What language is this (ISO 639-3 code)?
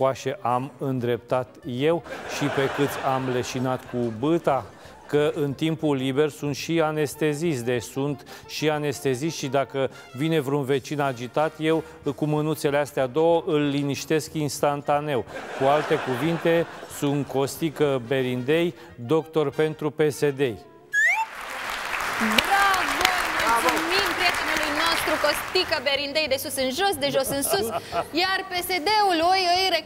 ron